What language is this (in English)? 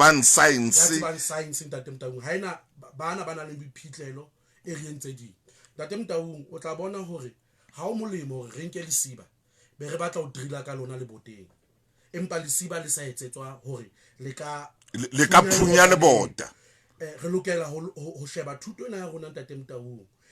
Southern Sotho